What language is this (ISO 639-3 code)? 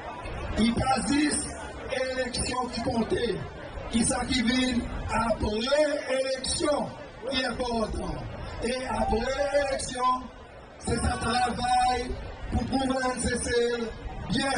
crs